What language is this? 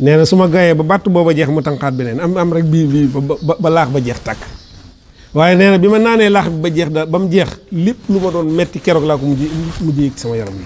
Wolof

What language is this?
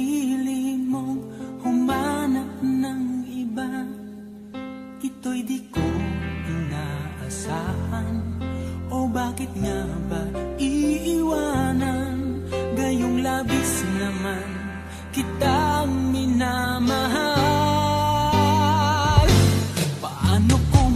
Filipino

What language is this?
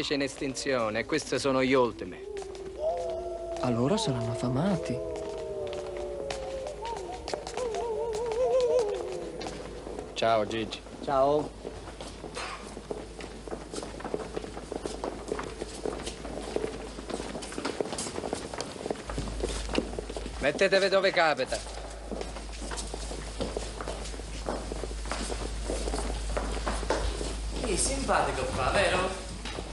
Italian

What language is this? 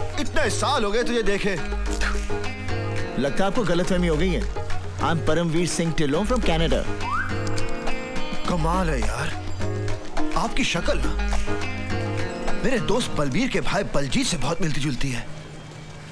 Hindi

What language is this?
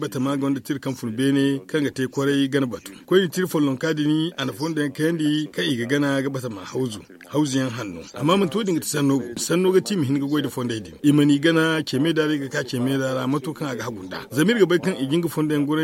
Zarma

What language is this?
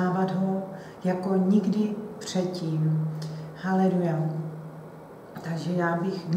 Czech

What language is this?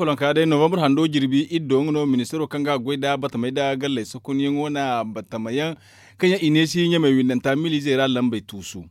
Zarma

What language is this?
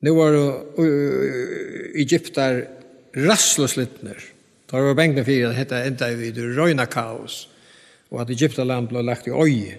Faroese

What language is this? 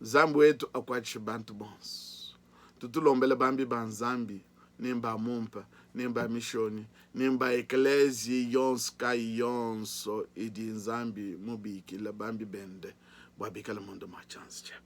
Luba-Lulua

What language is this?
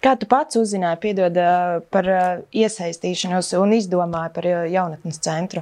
Latvian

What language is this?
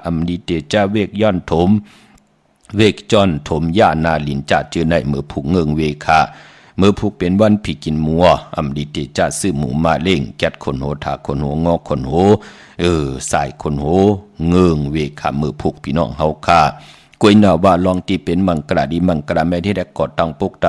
Shan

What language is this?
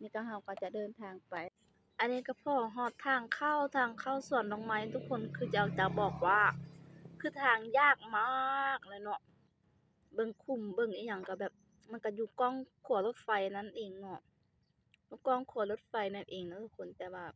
Lao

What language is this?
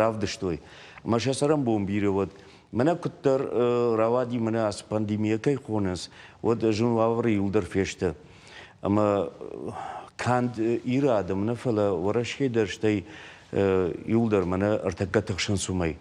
Ossetic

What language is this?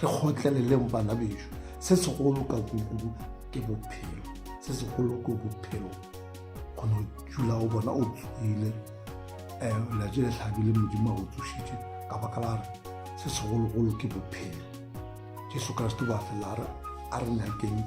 Northern Sotho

